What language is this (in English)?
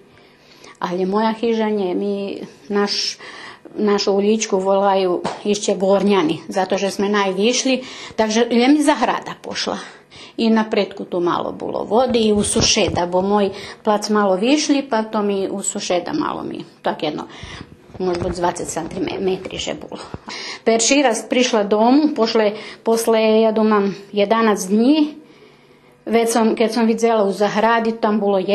Rusyn